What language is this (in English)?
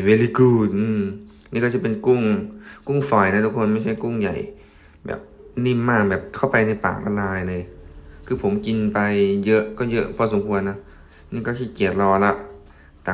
Lao